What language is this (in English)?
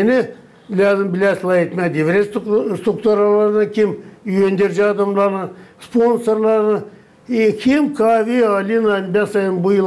Gagauz